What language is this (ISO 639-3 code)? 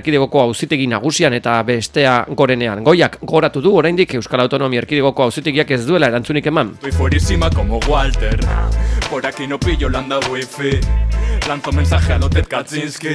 eus